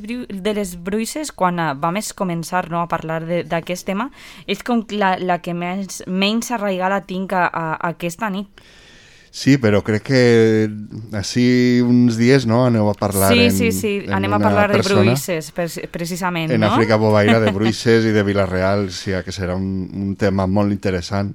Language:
Catalan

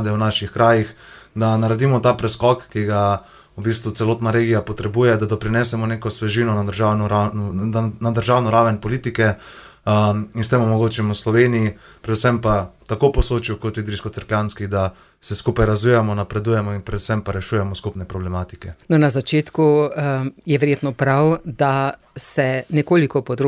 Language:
Slovenian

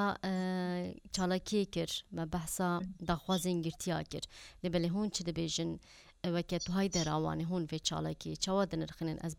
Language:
Kurdish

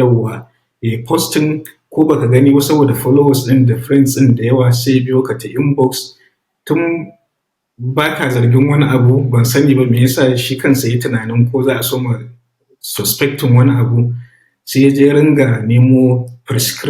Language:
Hausa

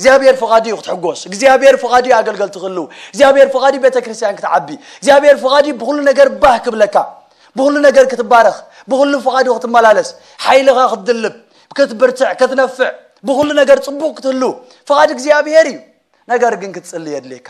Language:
Tigrinya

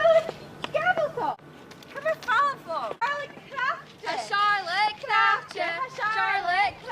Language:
Scottish Gaelic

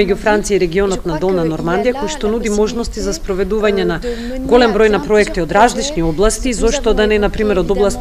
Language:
Macedonian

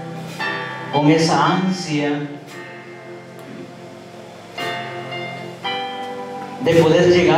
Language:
Spanish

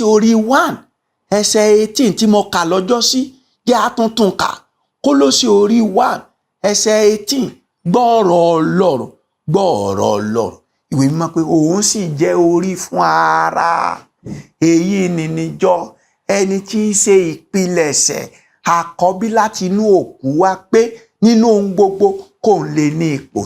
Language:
Yoruba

